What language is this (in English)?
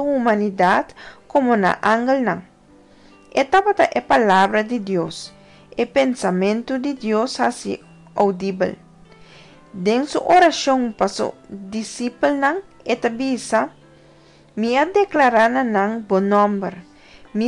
Papiamento